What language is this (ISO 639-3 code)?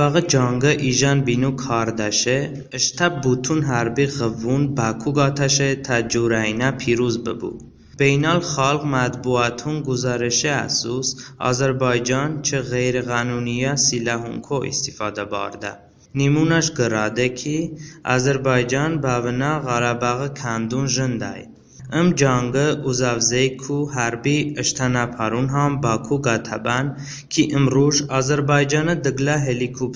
tly